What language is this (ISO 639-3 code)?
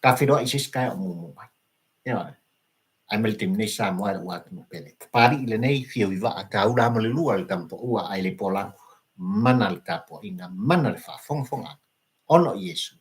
smo